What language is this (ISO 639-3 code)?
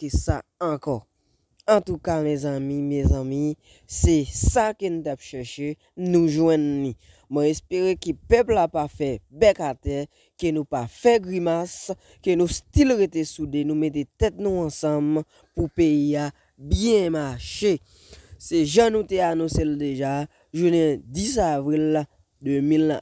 hat